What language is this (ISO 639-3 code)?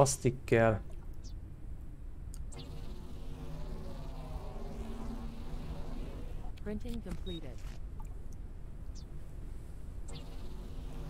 hun